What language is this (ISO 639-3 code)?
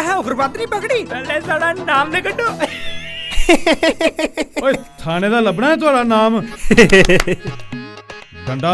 doi